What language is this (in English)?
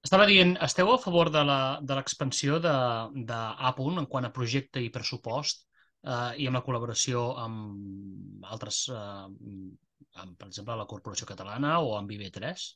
Catalan